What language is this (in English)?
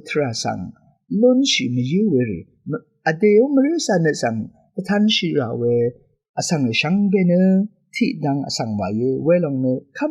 Rawang